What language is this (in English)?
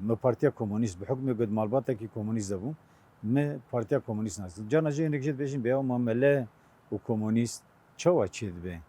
Kurdish